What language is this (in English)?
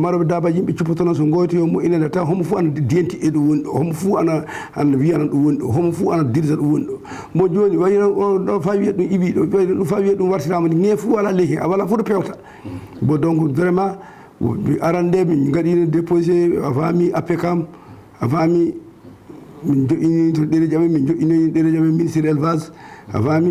Fula